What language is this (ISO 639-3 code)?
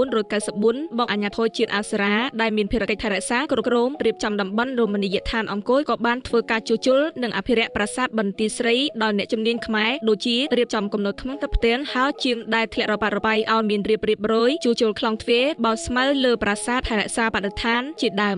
khm